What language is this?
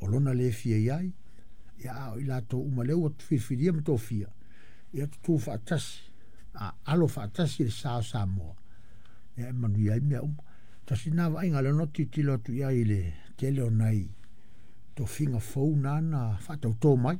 Samoan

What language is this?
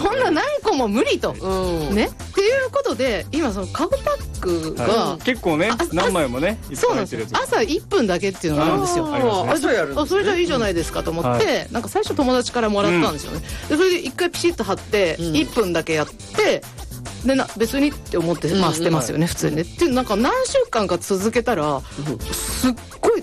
Japanese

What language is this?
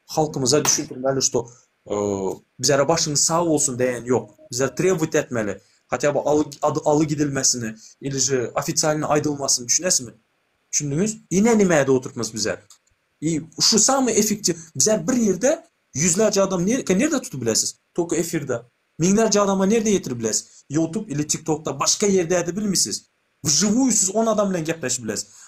Turkmen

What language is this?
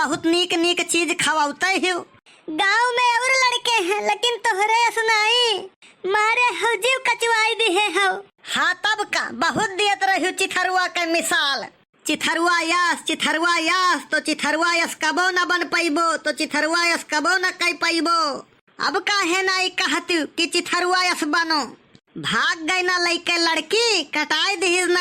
Awadhi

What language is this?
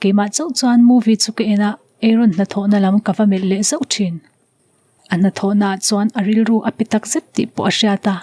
Mizo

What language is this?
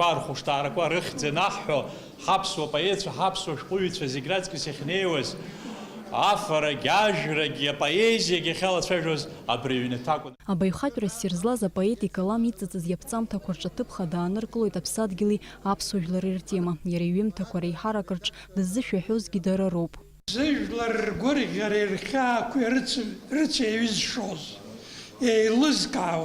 Abkhazian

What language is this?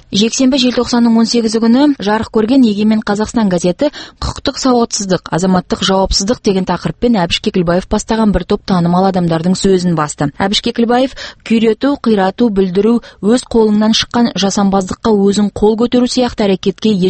Kazakh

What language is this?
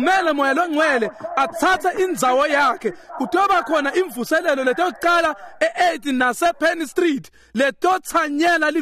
Swati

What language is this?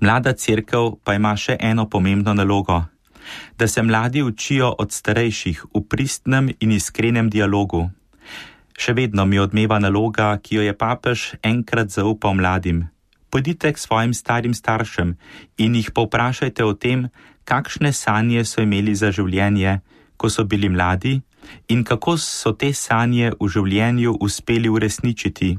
Slovenian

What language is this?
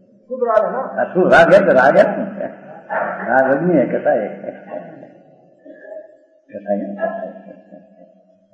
Gujarati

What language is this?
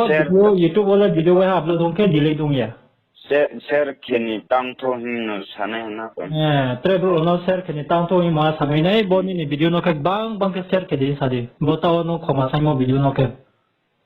Riang (India)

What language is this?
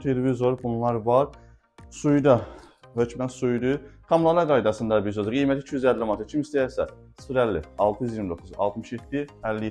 Azerbaijani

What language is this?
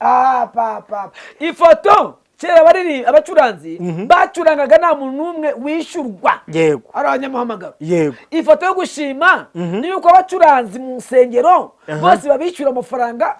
Kinyarwanda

